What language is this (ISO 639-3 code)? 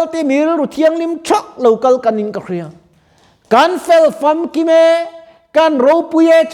lus